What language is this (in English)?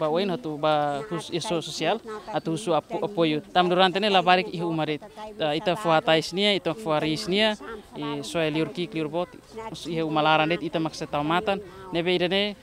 Tetum